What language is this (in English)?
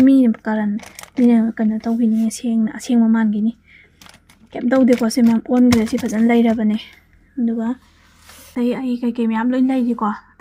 Manipuri